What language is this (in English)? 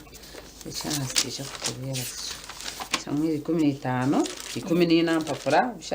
Nyankole